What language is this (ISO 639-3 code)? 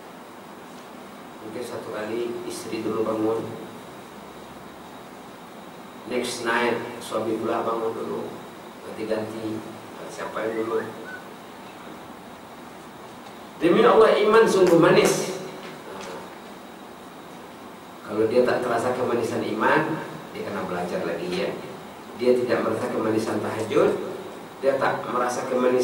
msa